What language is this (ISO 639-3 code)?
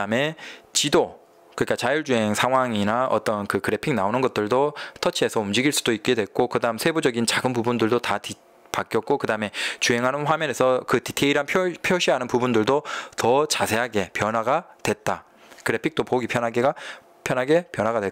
kor